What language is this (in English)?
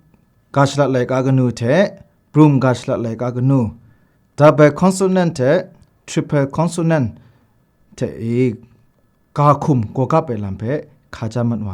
Kachin